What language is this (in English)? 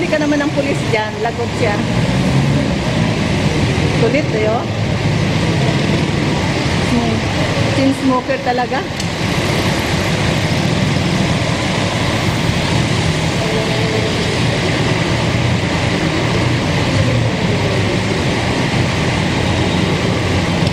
Filipino